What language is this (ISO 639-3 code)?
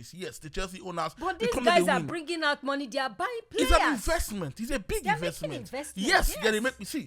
pcm